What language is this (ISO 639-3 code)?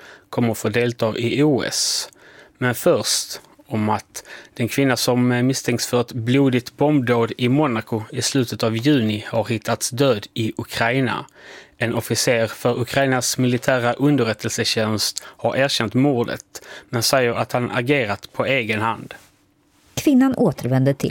swe